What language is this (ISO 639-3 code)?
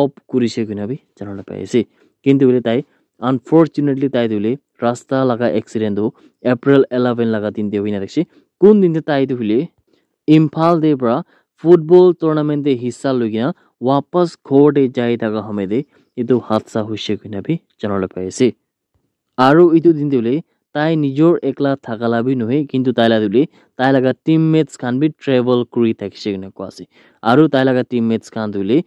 nag